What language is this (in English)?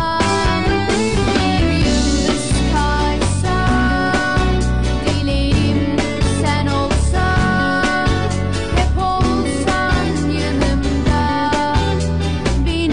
Turkish